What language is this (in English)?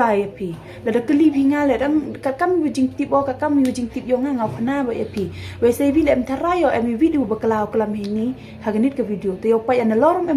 Khasi